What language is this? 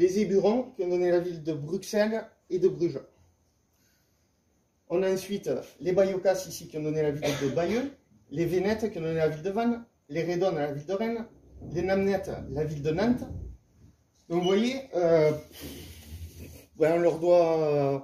French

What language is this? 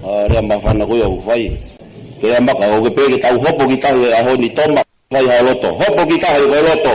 Tongan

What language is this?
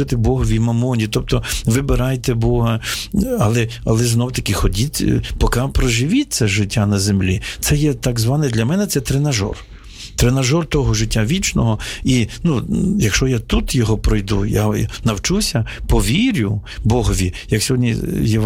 Ukrainian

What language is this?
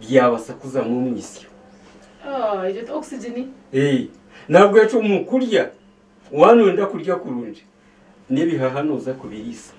Nyankole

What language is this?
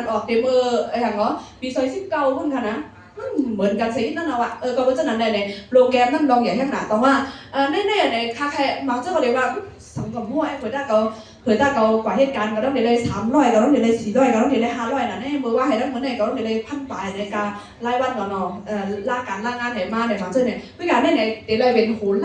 Shan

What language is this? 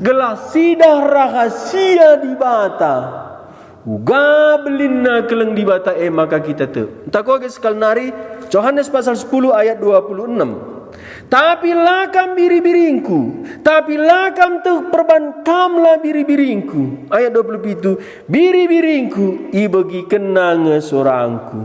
Batak Karo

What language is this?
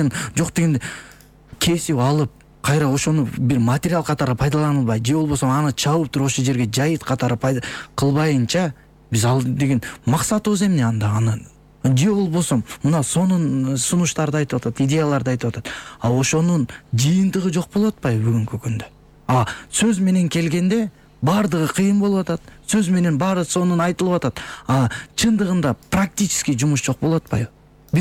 Kyrgyz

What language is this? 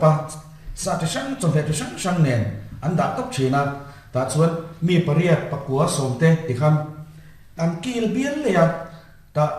Mizo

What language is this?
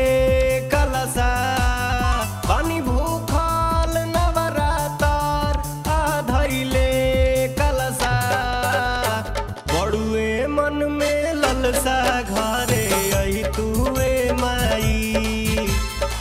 Bhojpuri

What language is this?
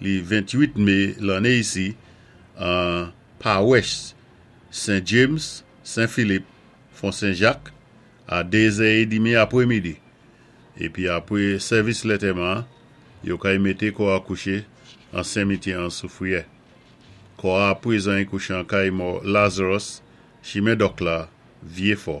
Saint Lucian Creole French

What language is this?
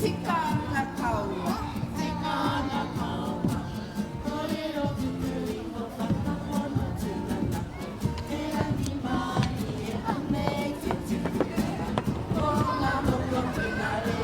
Māori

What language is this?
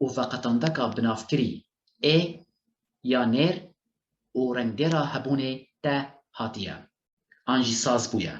Kurdish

